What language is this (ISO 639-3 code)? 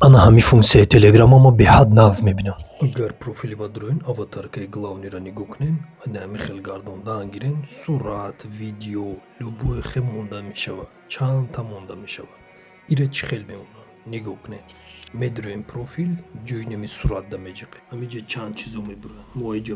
tgk